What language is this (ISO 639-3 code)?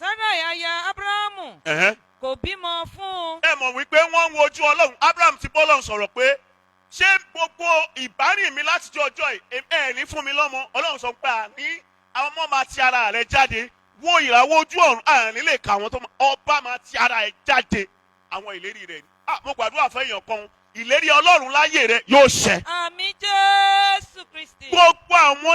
yor